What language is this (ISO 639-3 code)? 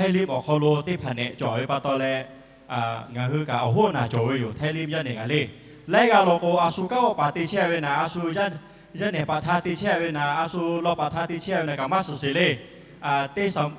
lhu